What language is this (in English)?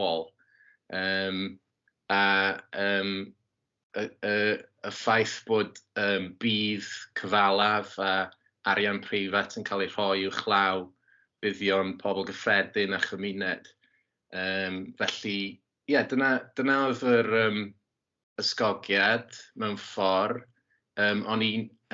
Welsh